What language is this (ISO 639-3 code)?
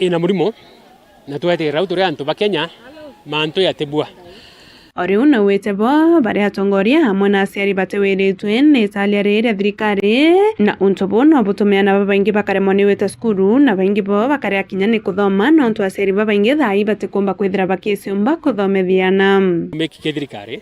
mer